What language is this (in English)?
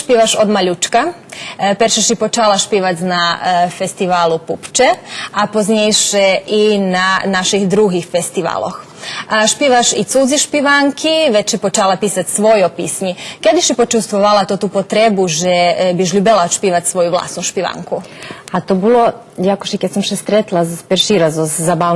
Rusyn